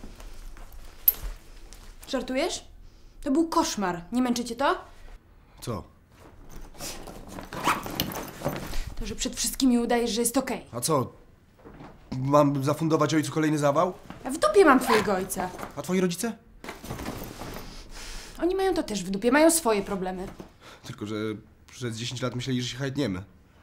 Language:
Polish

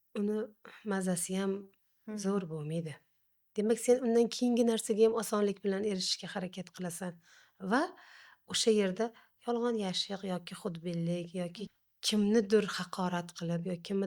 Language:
Uzbek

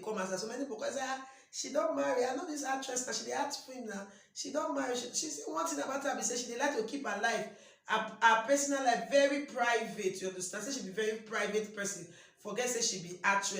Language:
Nigerian Pidgin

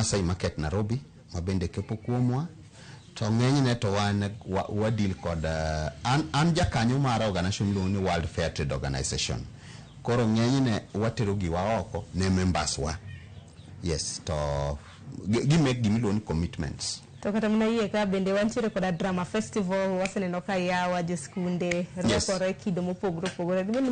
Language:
Luo (Kenya and Tanzania)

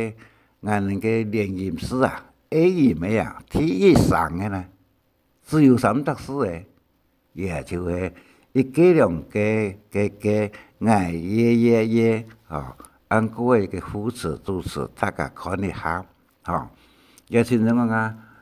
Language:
Hakka Chinese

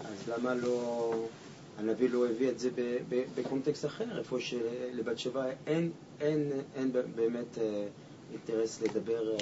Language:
Hebrew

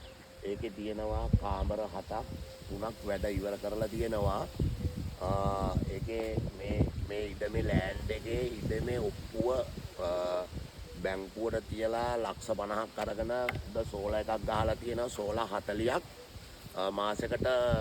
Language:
Sinhala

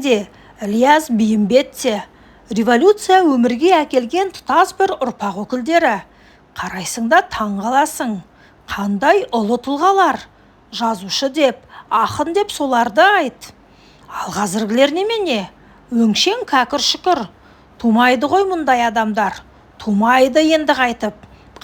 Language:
Kazakh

